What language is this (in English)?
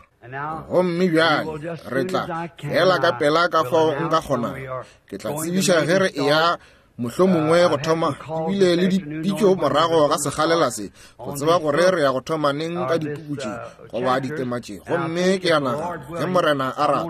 Northern Sotho